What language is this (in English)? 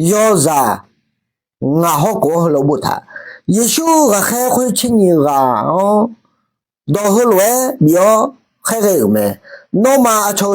Akha